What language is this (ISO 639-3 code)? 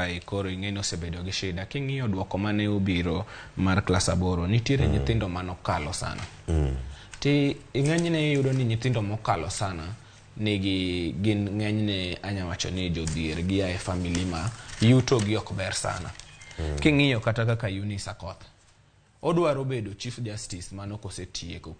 luo